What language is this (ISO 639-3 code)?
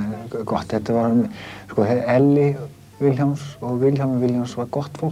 isl